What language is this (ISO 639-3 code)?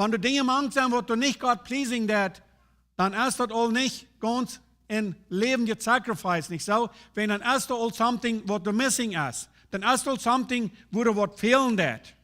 pdt